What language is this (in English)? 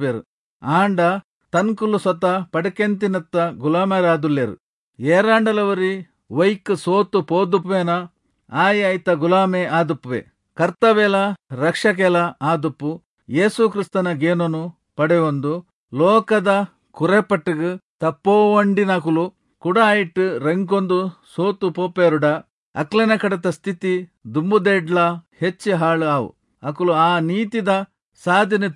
Tulu